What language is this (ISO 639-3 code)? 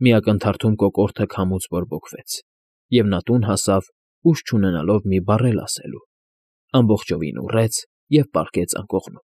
hye